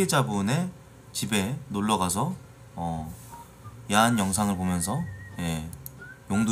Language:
Korean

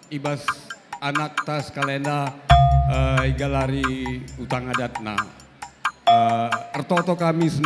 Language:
Batak Karo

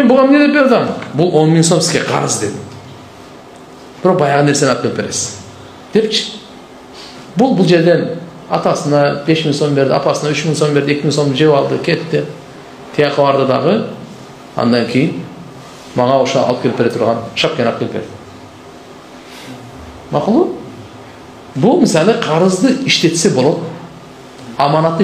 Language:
Kyrgyz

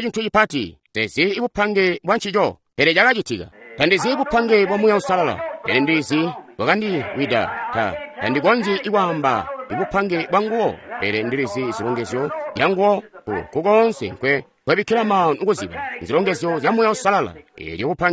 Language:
Tonga (Zambia)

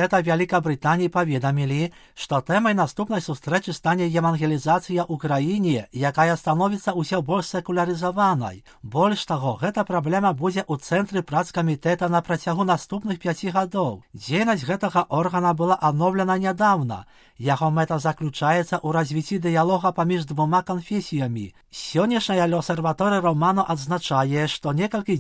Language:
Belarusian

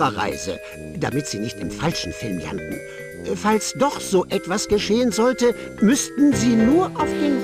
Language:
Bavarian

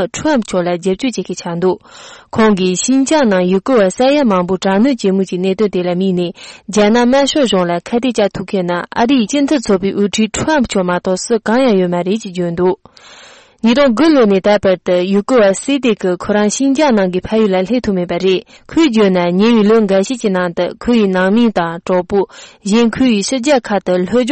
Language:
Tibetan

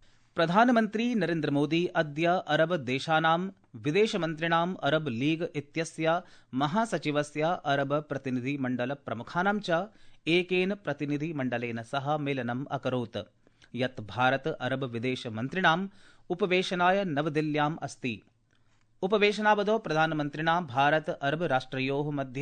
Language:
Sanskrit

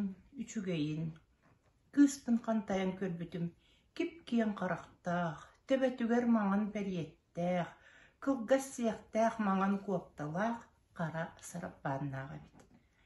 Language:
Yakut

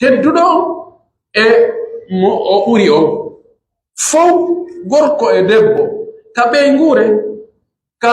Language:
Pular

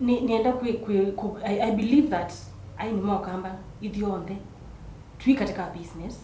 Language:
Kamba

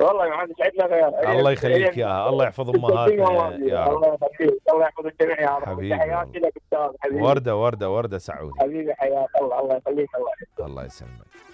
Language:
Mesopotamian Arabic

